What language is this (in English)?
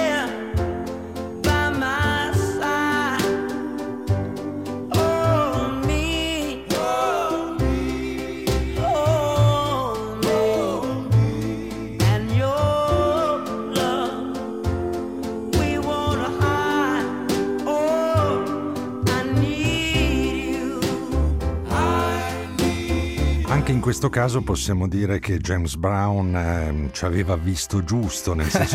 Italian